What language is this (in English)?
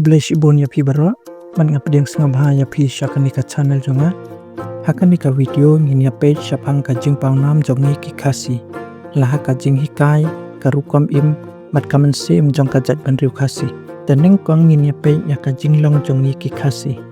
Khasi